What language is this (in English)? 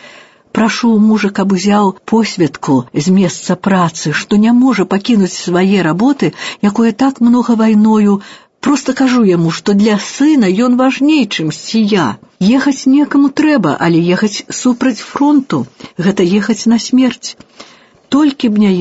Belarusian